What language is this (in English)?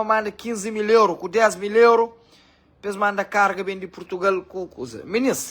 Kabuverdianu